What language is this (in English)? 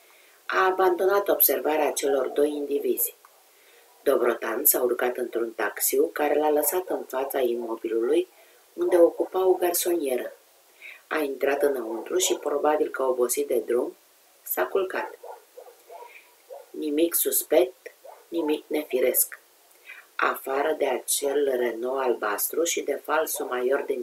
Romanian